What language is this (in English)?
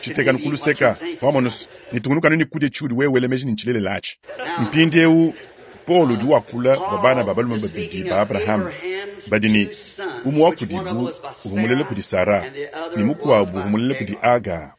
Luba-Lulua